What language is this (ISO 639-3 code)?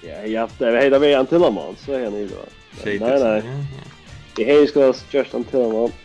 fao